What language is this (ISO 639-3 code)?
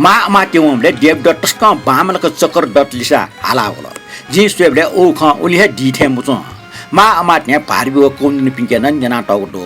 new